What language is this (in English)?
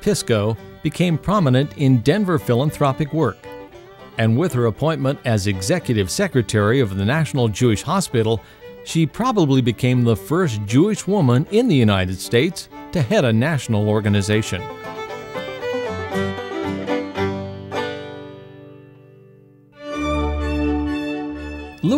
English